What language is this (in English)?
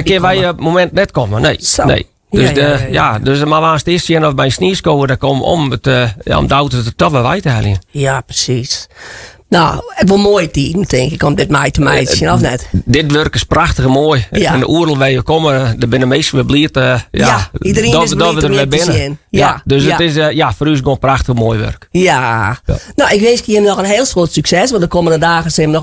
Western Frisian